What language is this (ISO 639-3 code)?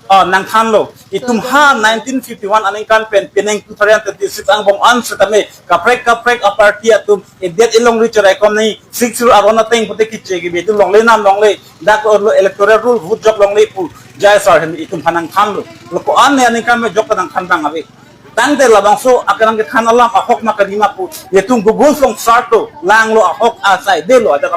mjw